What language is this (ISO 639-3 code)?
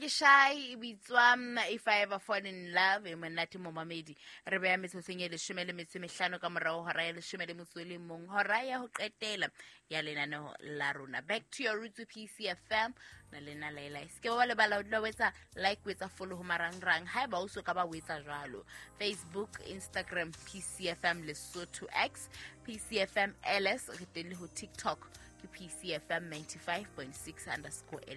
sot